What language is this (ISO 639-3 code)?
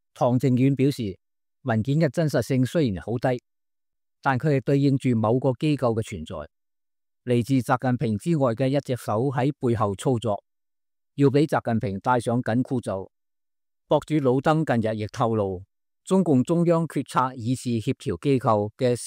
yue